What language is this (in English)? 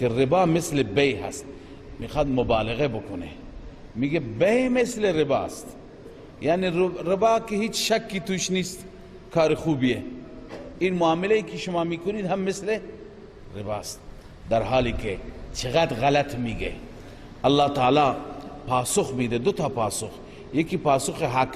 Persian